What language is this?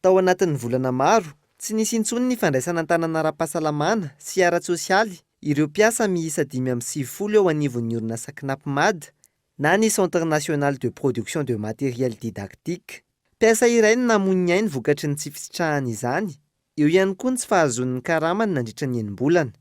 Malagasy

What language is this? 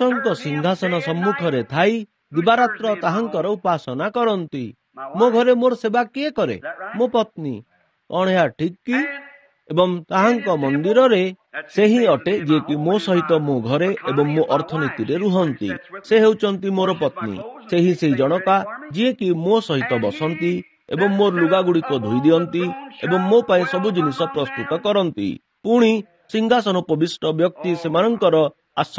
Odia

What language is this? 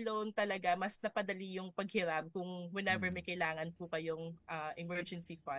Filipino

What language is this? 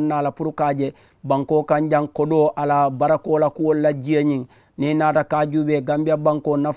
Mandingo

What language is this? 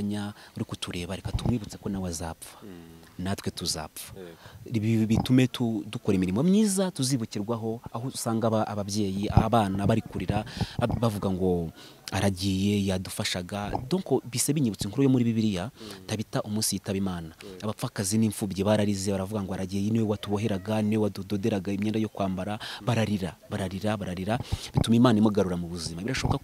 Kinyarwanda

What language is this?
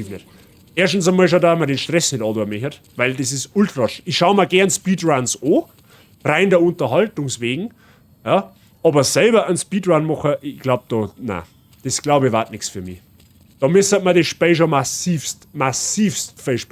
Bavarian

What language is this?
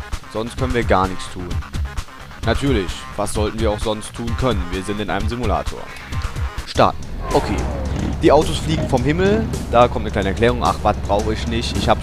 German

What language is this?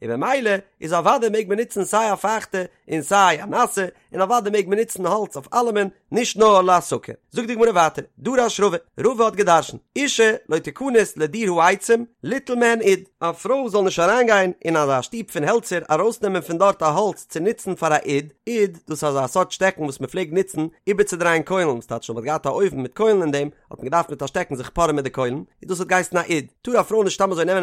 Yiddish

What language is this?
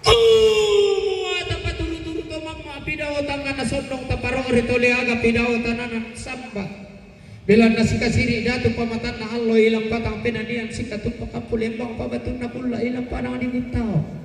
Toraja-Sa'dan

